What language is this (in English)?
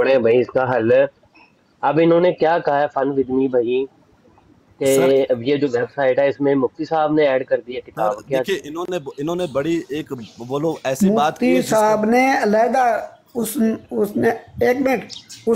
Urdu